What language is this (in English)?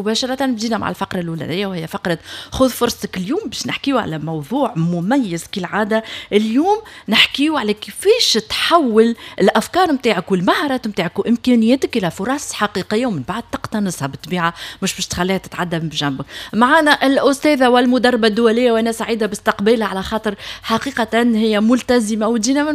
Tunisian Arabic